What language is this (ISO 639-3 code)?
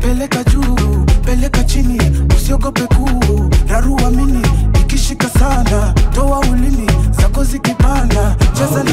swa